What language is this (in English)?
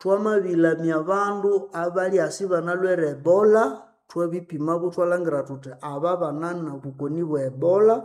Nande